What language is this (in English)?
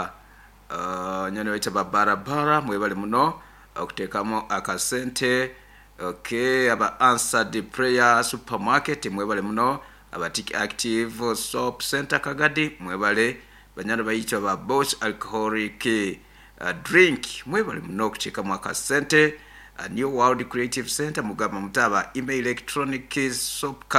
Nyoro